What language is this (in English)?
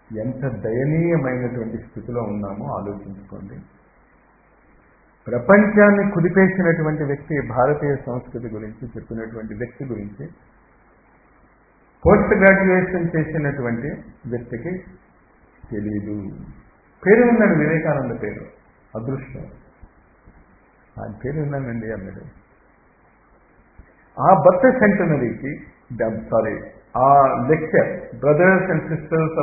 Telugu